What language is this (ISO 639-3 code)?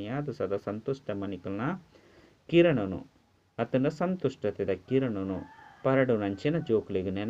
tcy